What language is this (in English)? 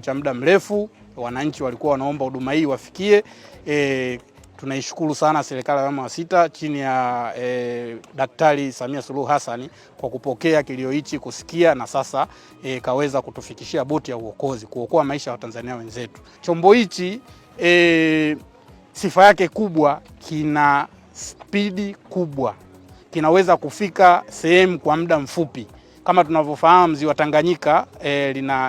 Swahili